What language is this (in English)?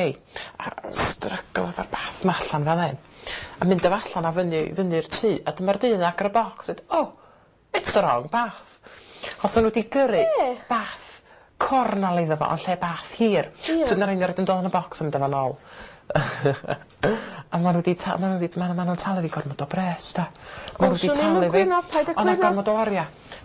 Welsh